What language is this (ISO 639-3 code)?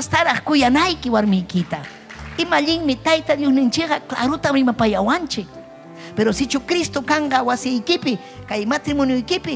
quy